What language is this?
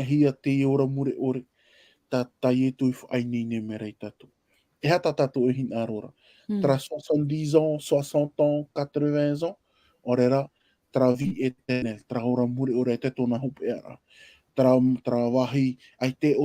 Tahitian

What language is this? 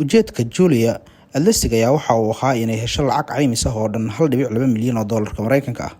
Somali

